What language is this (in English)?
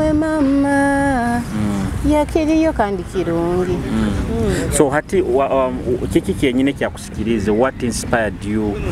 Nyoro